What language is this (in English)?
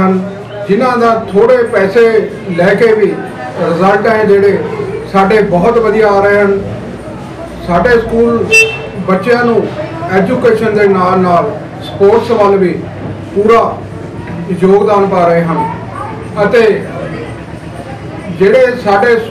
Punjabi